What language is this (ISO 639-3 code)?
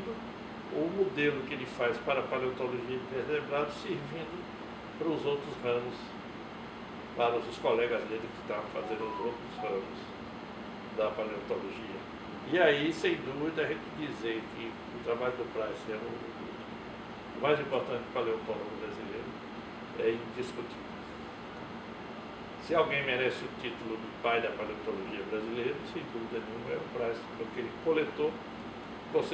por